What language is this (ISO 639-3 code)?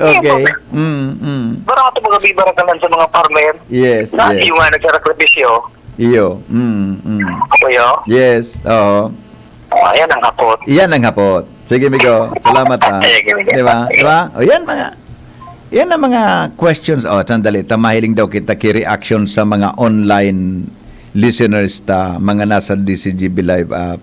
bik